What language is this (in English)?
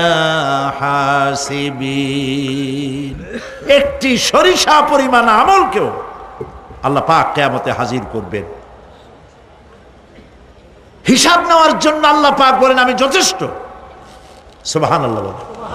Bangla